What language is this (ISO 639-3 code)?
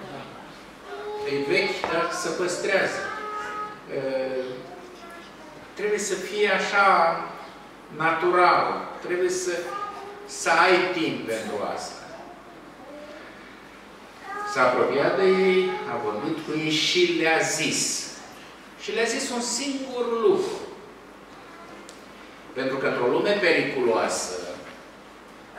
ron